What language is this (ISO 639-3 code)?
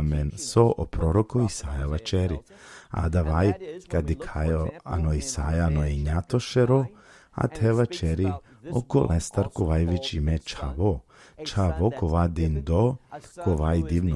rmn